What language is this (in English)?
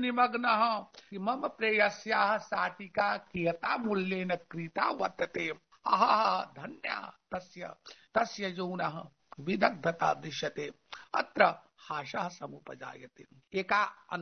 Sanskrit